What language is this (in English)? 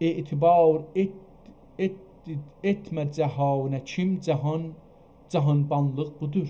South Azerbaijani